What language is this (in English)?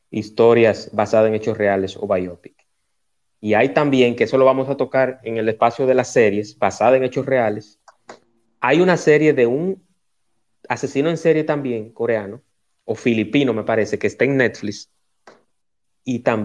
Spanish